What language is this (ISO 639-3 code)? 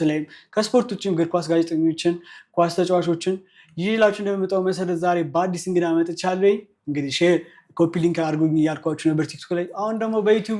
amh